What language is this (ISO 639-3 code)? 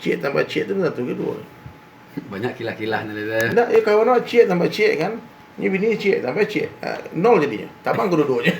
min